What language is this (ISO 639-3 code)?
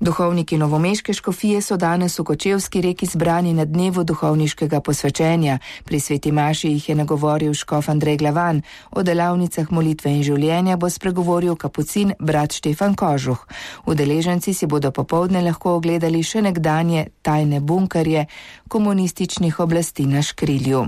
slv